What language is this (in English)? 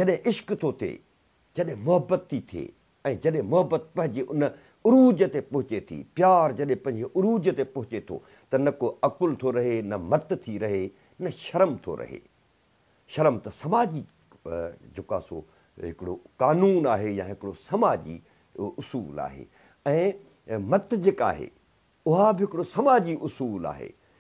Sindhi